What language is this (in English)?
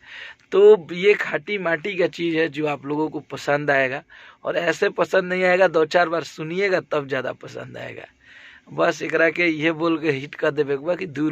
Bhojpuri